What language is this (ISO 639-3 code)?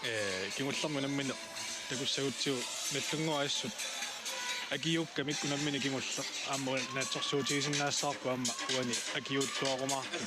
kal